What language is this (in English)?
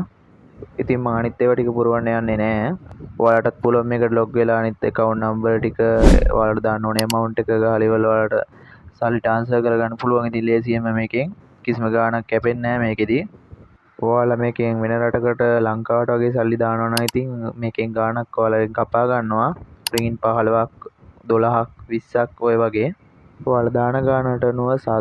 Sinhala